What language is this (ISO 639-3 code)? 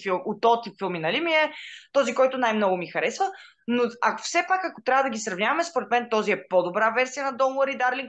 bul